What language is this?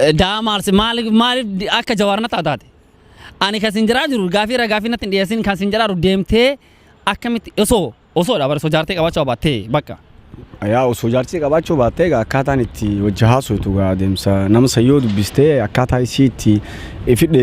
Oromo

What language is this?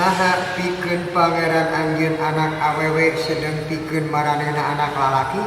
Sundanese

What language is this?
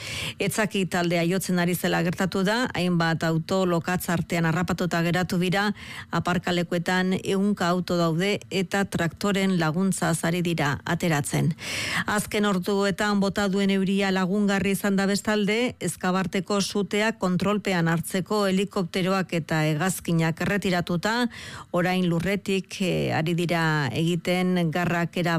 Basque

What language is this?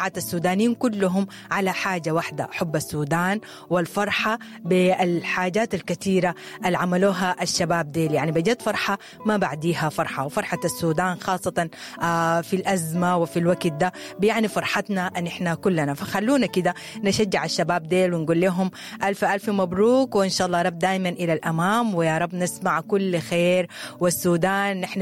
Sudanese Arabic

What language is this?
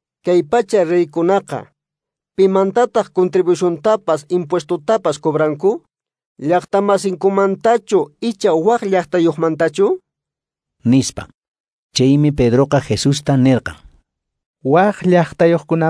Quechua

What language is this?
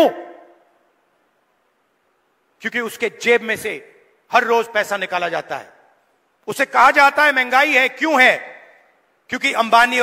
Hindi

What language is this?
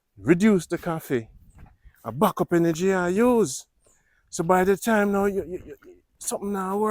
Jamaican Creole English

